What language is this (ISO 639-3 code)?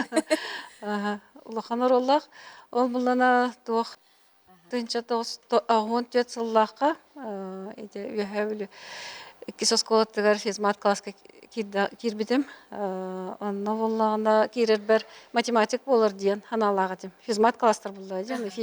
sah